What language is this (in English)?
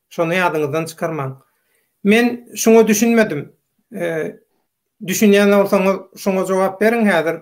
Turkmen